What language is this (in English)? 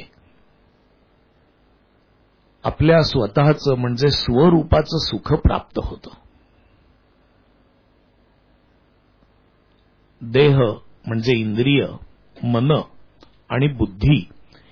Marathi